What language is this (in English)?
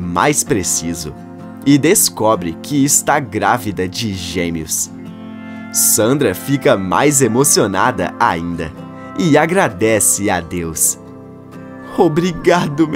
Portuguese